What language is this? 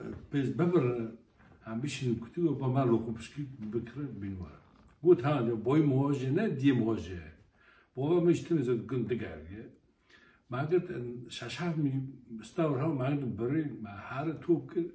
Kurdish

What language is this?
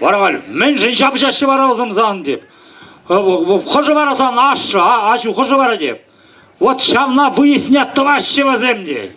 Chuvash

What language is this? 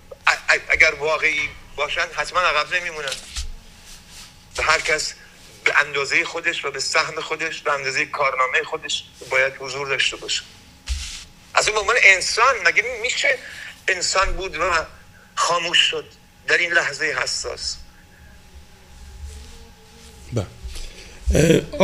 Persian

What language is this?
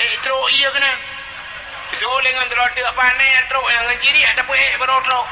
Achinese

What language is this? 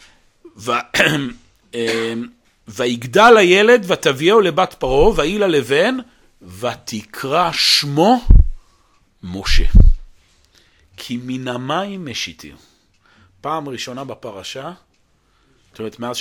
Hebrew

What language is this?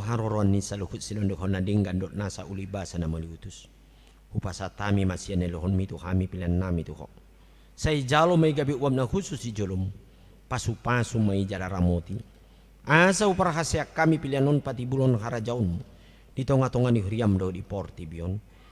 Batak Toba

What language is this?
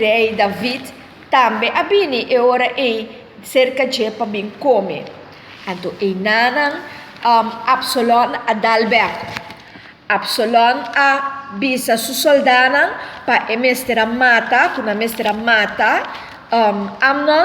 Papiamento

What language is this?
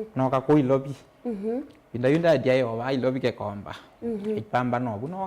Kamba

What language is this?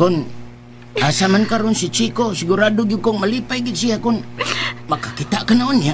Cebuano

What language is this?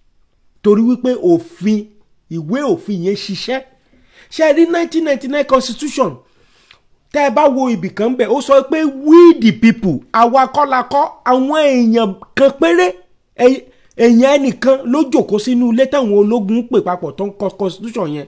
Yoruba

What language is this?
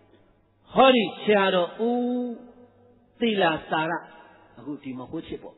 Burmese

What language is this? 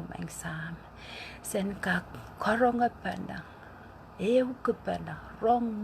Pohnpeian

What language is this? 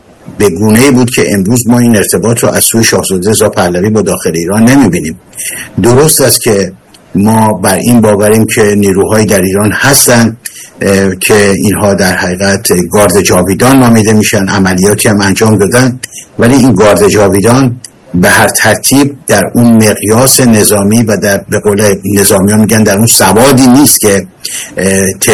Persian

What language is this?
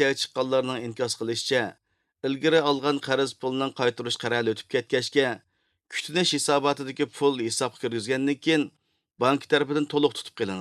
Uyghur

